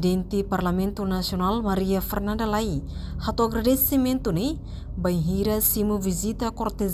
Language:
Tetum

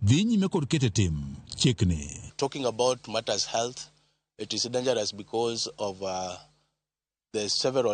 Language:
Luo (Kenya and Tanzania)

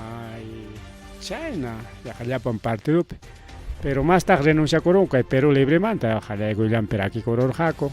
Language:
Ayacucho Quechua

